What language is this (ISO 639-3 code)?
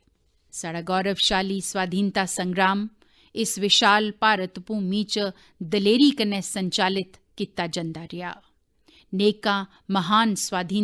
doi